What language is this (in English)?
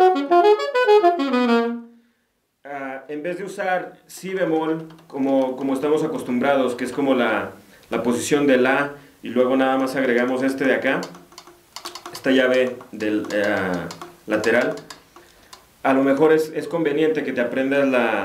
Spanish